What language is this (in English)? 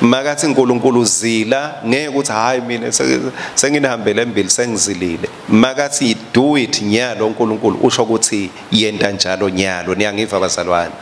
Swati